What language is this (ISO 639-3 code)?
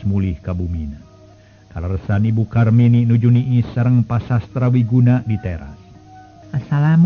sun